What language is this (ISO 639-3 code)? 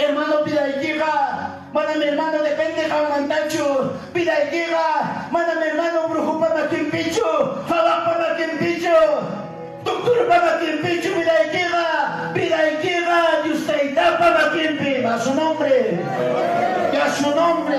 quy